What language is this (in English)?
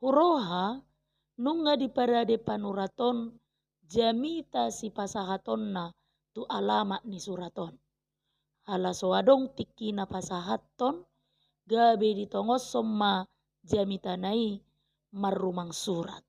Batak Toba